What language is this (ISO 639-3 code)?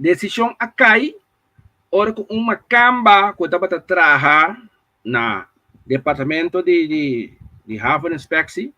pap